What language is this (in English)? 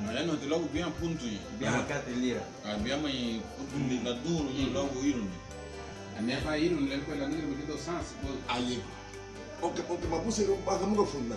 Garifuna